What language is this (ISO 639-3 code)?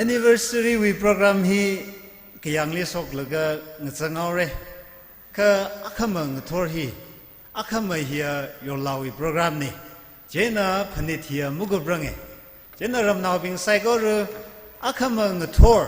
nmf